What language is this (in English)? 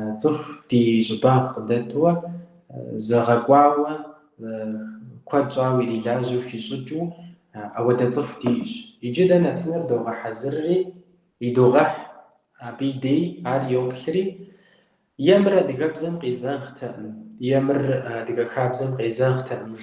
Kabardian